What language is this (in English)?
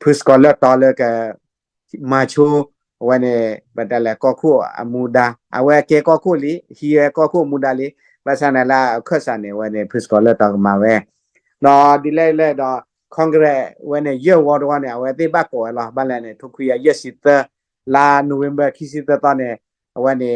S'gaw Karen